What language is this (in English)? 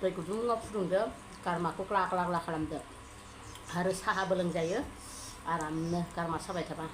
Bodo